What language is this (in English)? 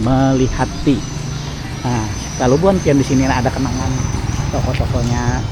Banjar